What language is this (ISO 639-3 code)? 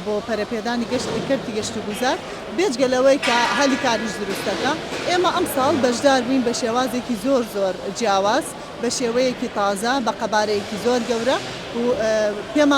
ckb